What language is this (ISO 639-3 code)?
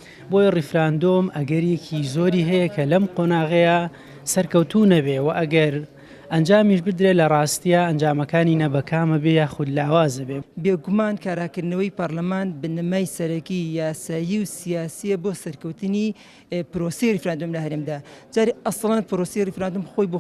ckb